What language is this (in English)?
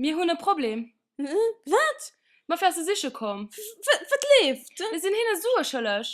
Luxembourgish